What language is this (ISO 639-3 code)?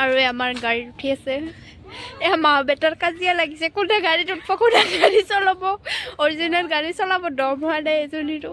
asm